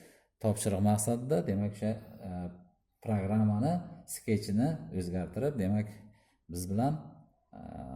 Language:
Uzbek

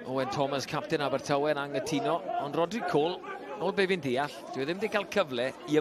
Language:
Welsh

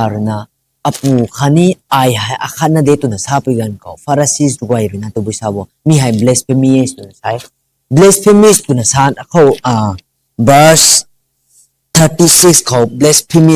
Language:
Rongmei Naga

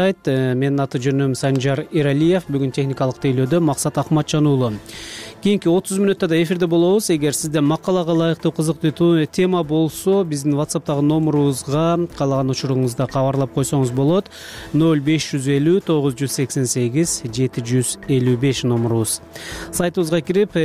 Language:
Kyrgyz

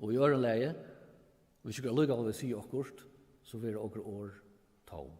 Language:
Faroese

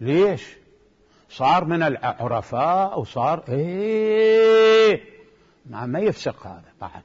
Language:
Mesopotamian Arabic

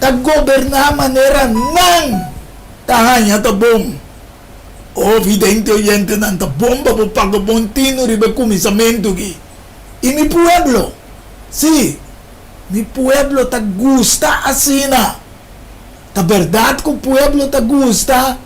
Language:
Papiamento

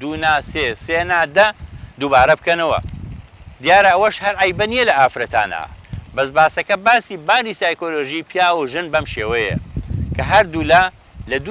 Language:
Central Kurdish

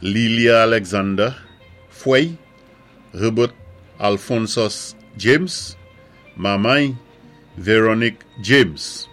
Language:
Saint Lucian Creole French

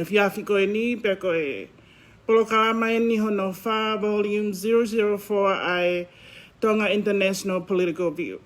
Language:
Tongan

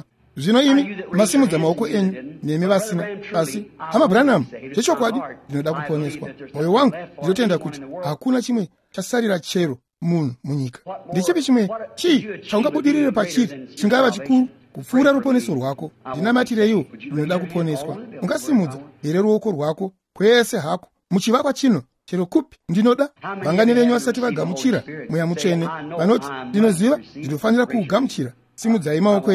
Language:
Shona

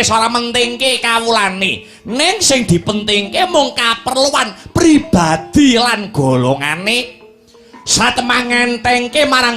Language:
Javanese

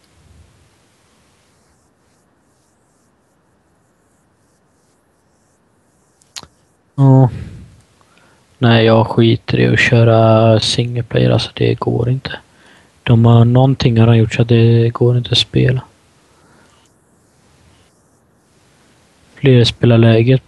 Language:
Swedish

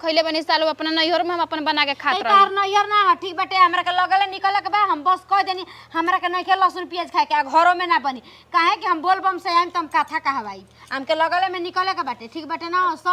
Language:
Bhojpuri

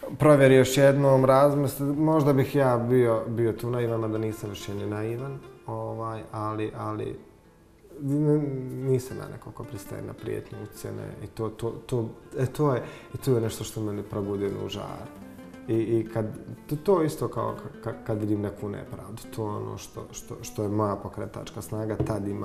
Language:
Bosnian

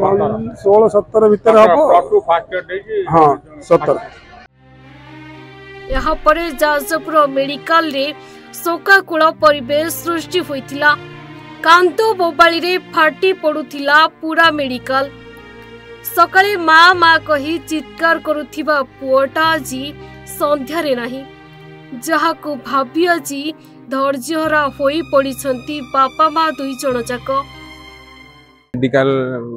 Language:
Odia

